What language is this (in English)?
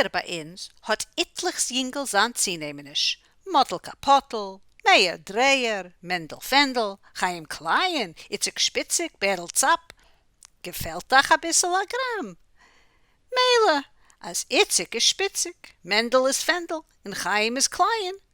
Yiddish